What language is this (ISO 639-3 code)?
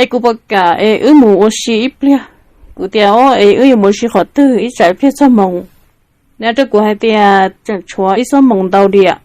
hmn